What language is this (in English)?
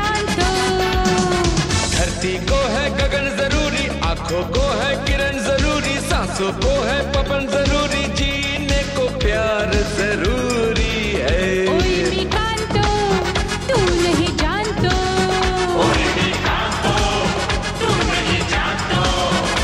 Hindi